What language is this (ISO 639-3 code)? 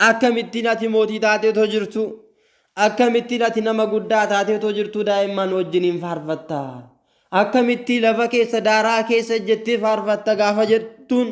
orm